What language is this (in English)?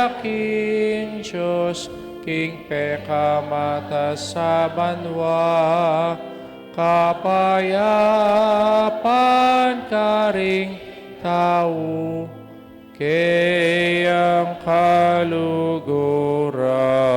Pampanga